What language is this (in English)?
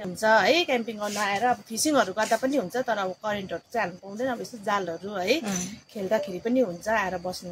Nepali